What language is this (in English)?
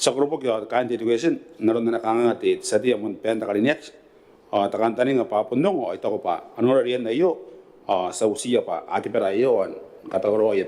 Gilbertese